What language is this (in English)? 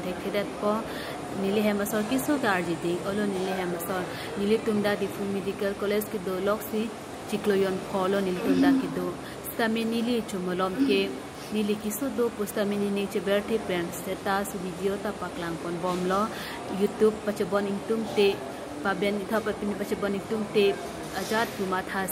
Karbi